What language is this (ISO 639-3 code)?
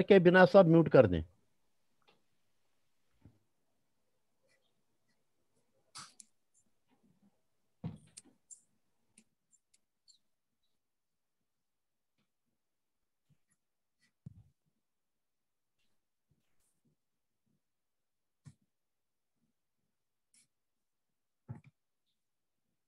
hin